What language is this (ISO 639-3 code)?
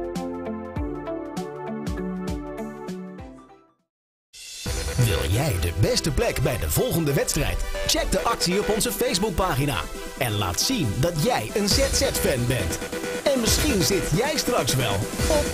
nld